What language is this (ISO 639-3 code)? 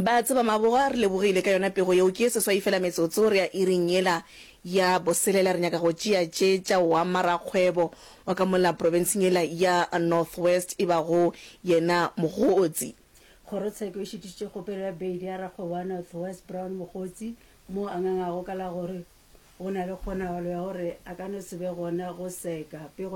nso